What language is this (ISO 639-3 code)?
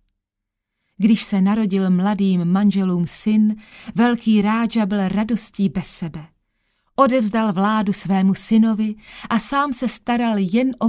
ces